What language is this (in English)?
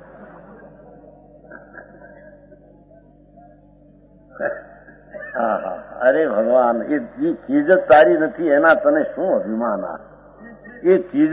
Gujarati